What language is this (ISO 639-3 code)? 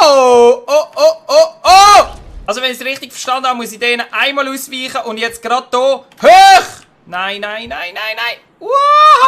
gsw